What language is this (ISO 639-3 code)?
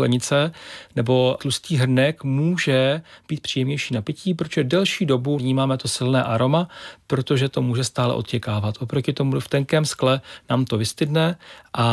ces